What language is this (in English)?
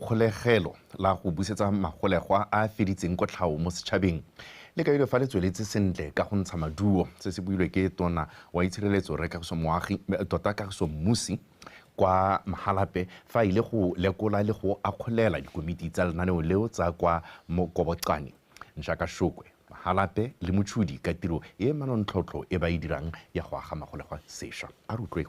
Tswana